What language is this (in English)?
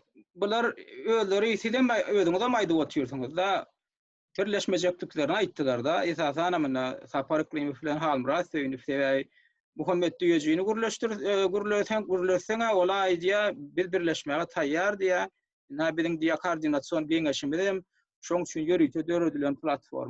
Turkmen